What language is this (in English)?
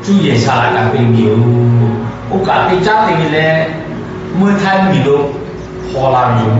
Lahu